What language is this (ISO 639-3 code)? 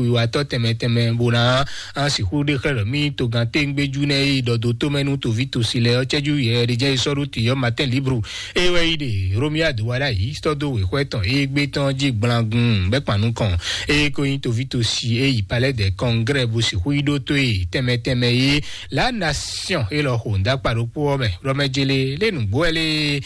fon